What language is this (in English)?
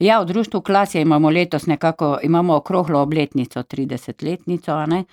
Slovenian